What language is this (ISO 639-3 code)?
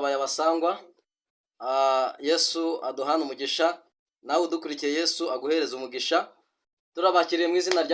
kin